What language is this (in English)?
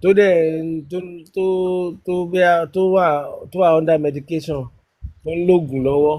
Yoruba